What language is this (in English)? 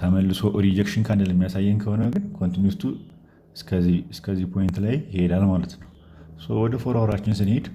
Amharic